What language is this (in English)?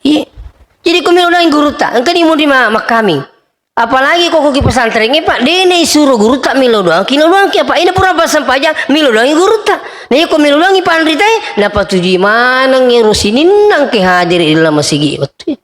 Buginese